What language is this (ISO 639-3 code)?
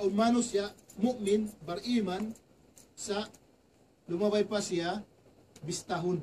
tsg